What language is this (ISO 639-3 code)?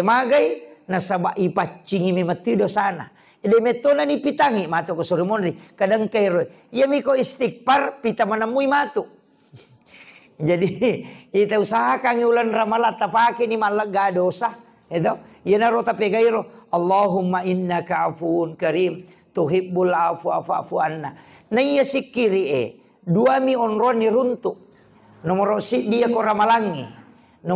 bug